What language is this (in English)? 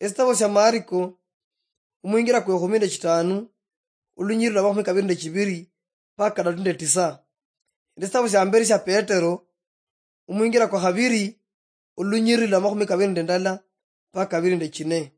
Luyia